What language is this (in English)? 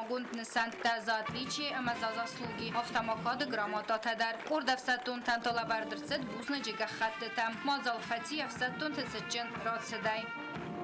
Ossetic